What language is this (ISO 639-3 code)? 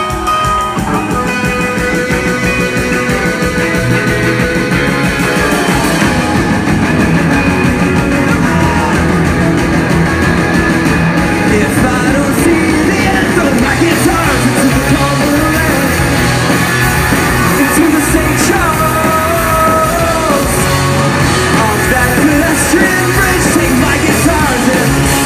eng